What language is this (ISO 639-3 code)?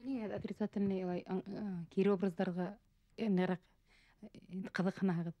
bak